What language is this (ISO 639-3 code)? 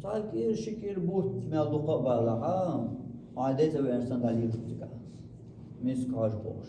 che